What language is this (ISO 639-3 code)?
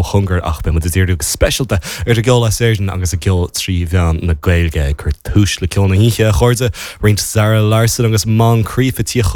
gle